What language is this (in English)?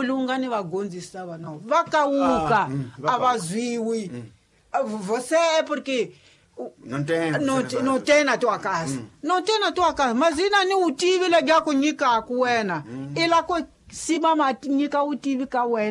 Tsonga